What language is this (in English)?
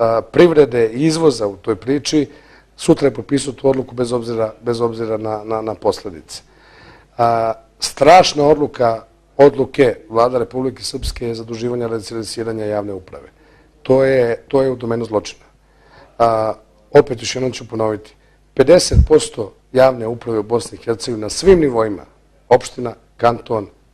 Bosnian